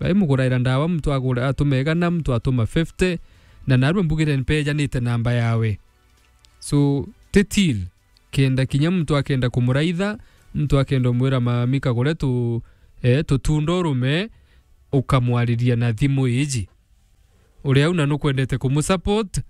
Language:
Meru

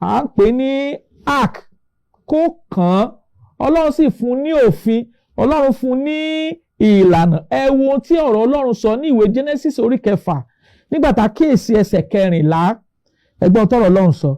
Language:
Yoruba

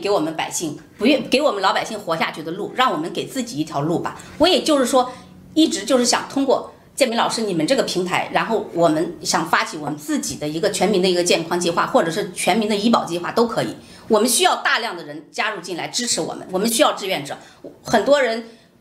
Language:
Chinese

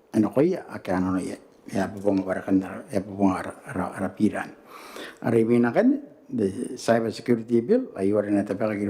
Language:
Gilbertese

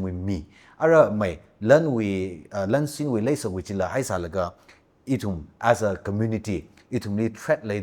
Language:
Tangkhul Naga (India)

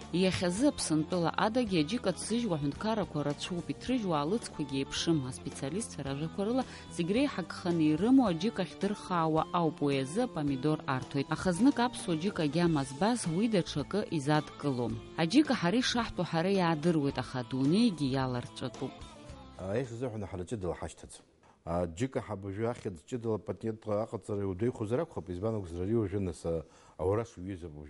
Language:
Abkhazian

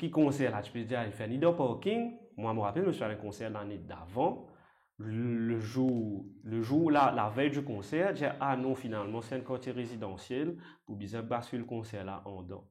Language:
Morisyen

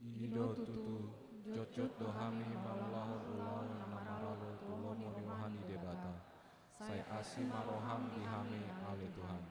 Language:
Batak Toba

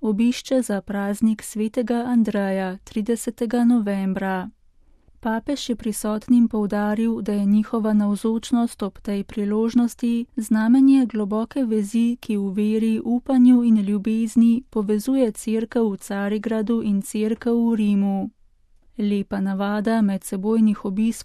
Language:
Slovenian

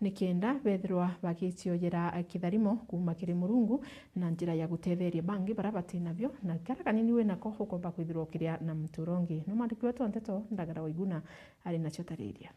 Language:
Meru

